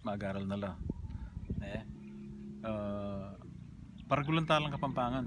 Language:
Pampanga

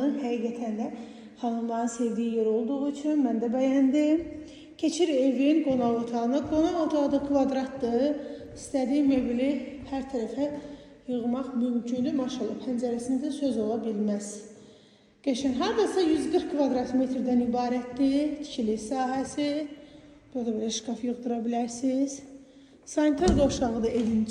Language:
Azerbaijani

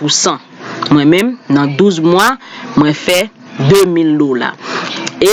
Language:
Haitian Creole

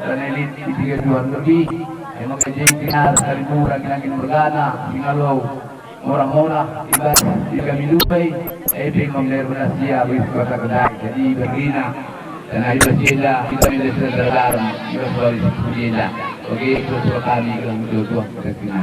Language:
Batak Karo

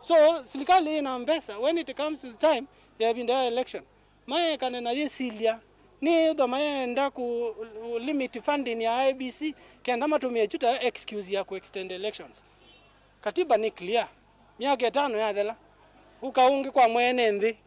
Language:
Kamba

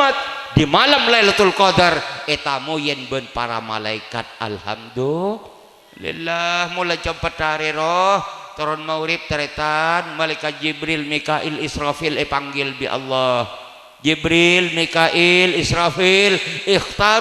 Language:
Madurese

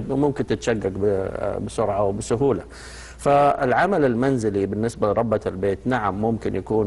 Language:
Arabic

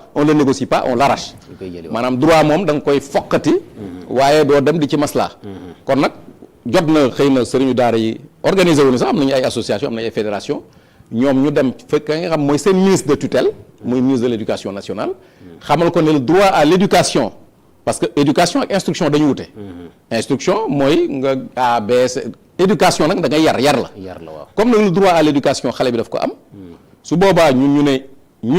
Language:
Wolof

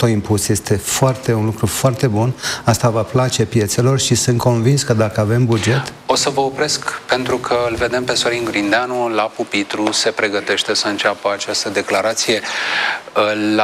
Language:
Romanian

